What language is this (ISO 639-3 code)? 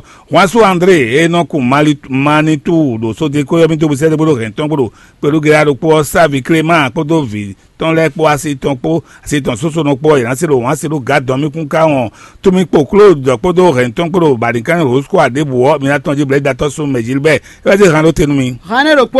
fon